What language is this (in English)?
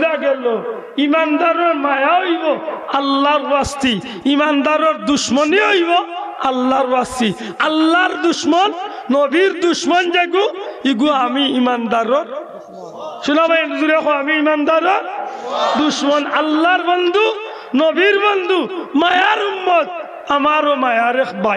Sylheti